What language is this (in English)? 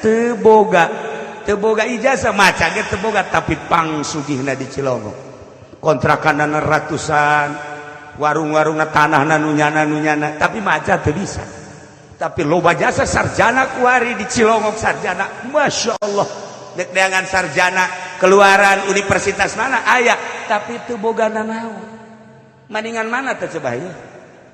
Sundanese